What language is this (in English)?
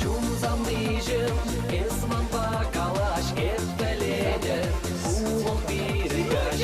Chuvash